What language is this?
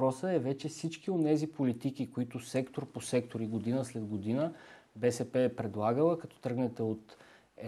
Bulgarian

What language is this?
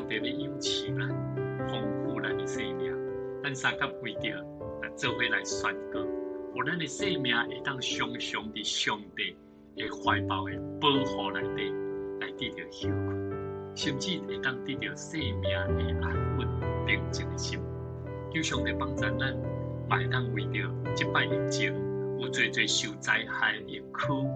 Min Nan Chinese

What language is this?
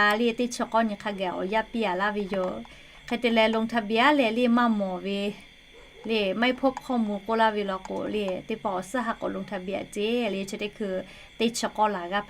Lahu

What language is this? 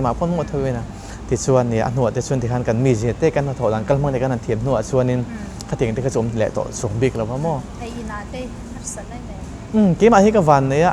Mizo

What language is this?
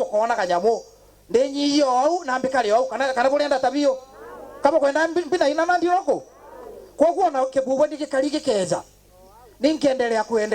Meru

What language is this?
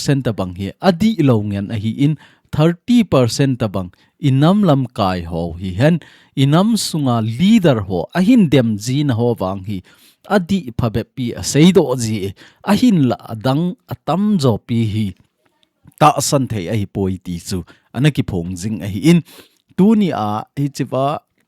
Thado Chin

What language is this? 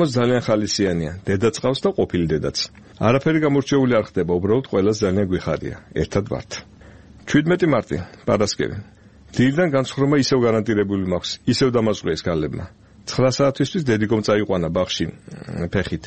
Georgian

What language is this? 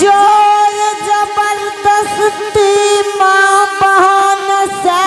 Angika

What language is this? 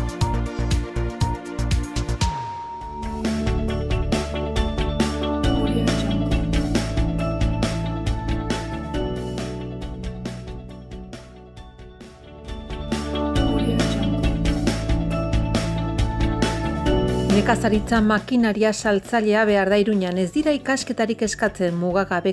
Basque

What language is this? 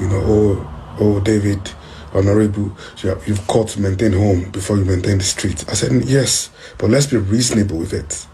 Nigerian Pidgin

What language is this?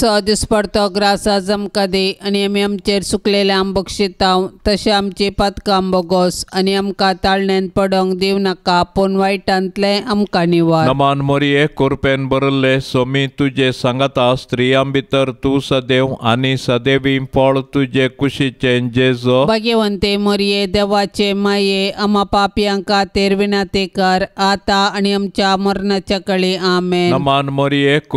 Konkani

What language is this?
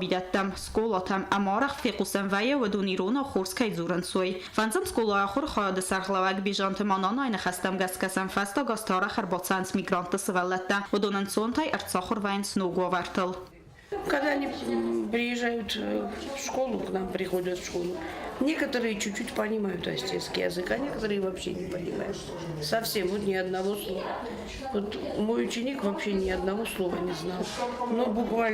Ossetic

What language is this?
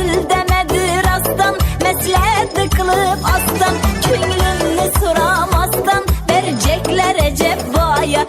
Kara-Kalpak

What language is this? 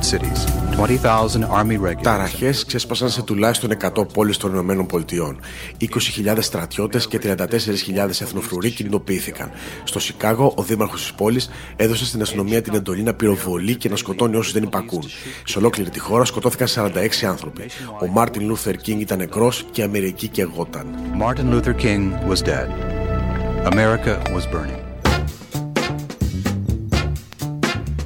Greek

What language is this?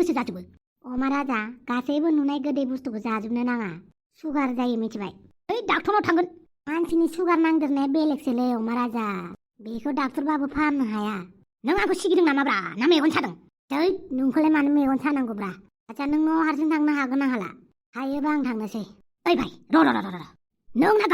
Bodo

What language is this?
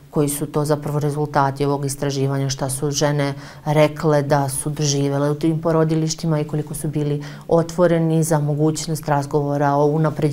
Serbian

